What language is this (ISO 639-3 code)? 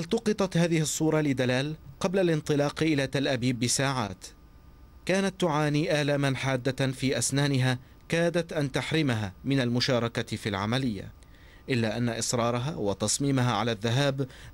ara